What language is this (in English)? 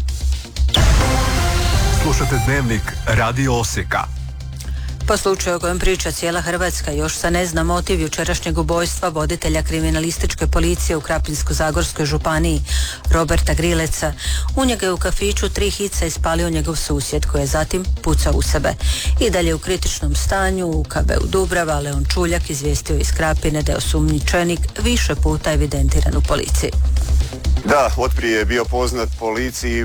Croatian